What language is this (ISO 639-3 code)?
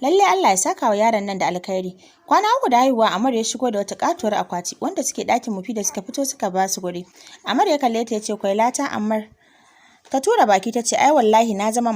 hau